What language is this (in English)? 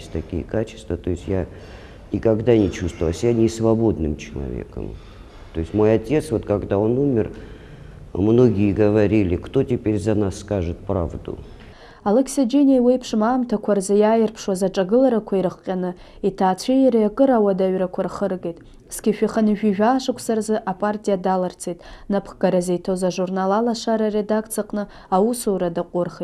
Abkhazian